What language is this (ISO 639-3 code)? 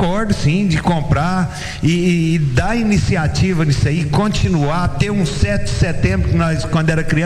por